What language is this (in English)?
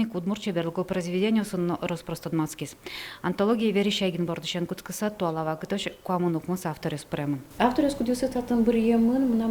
Udmurt